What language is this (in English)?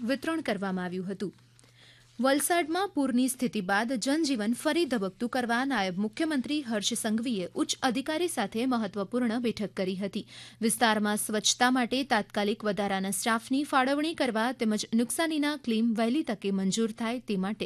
Gujarati